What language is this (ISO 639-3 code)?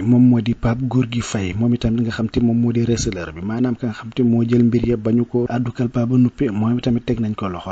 wol